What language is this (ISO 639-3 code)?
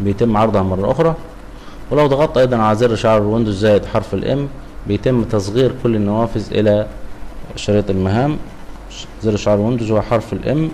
arz